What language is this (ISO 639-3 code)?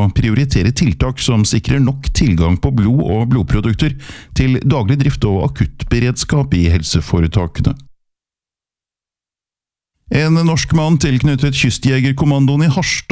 nor